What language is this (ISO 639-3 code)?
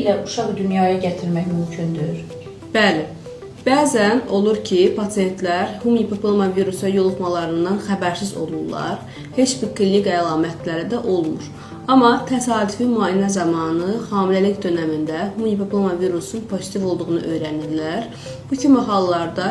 aze